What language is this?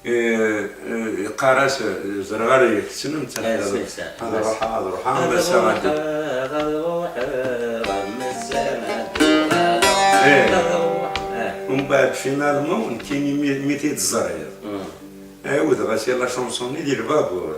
Kabyle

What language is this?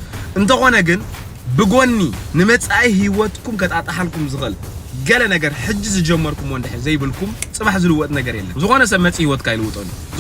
Tigrinya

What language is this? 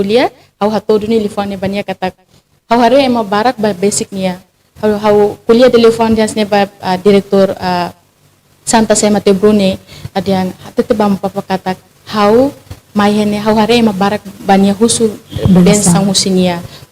Tetum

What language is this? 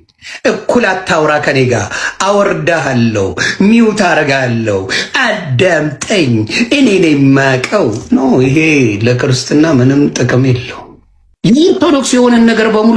Amharic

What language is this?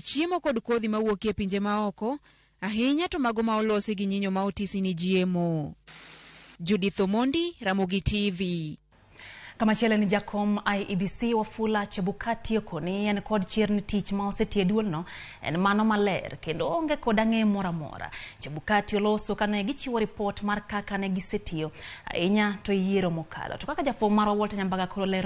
Luo (Kenya and Tanzania)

